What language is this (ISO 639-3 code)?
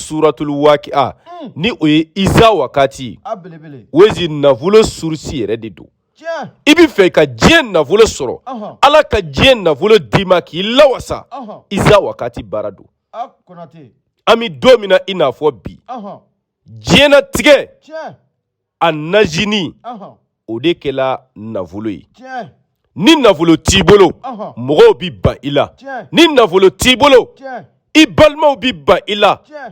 bam